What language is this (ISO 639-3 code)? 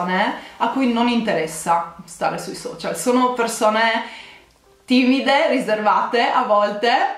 ita